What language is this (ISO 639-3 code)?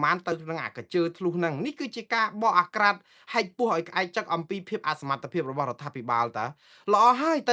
khm